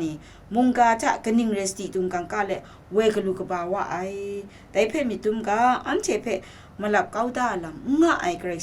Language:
Kachin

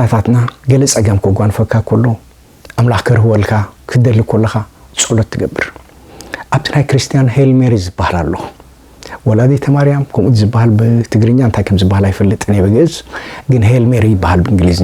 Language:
Tigrinya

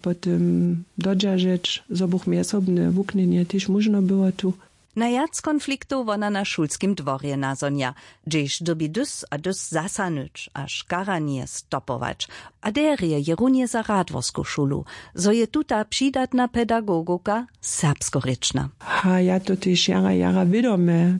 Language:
Upper Sorbian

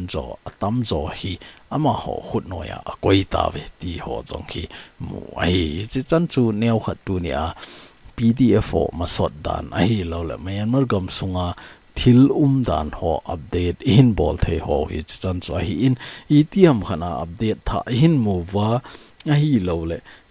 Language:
Thado Chin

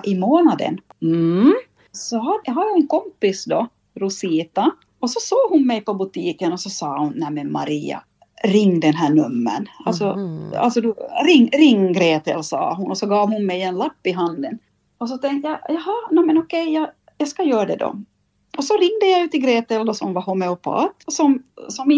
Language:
Swedish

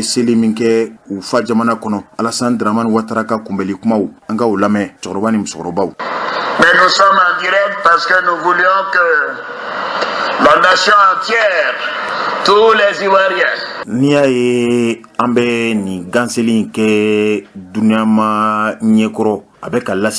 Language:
Bambara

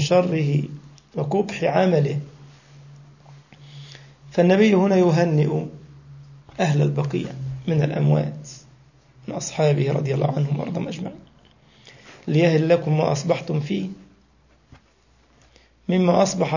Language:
Arabic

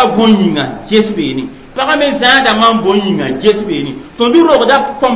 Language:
Mossi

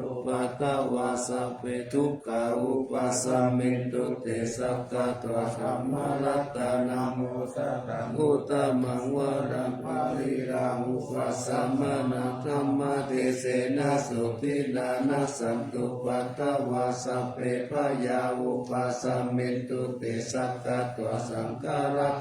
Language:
Pali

